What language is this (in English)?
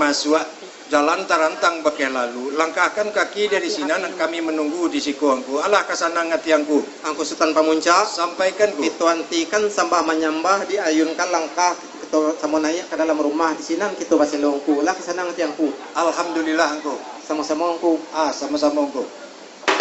Minangkabau